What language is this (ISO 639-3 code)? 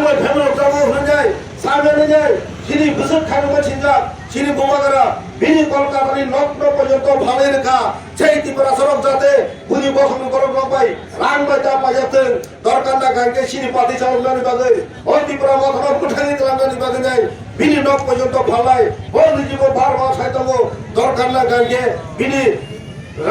trp